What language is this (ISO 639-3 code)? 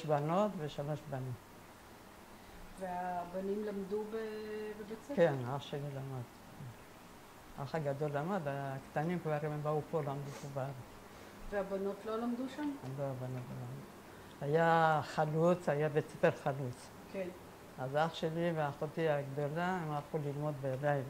heb